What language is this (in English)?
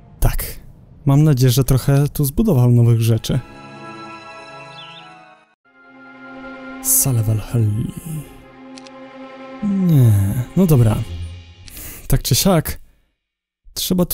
Polish